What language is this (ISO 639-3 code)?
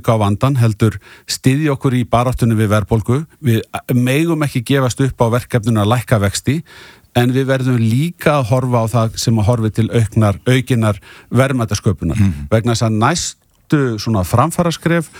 isl